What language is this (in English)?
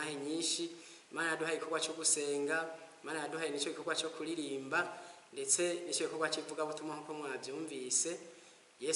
Rundi